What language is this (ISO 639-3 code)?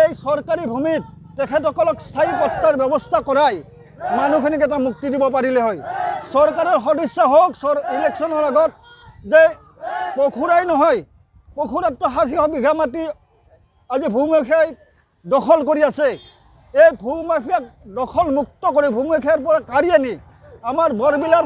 asm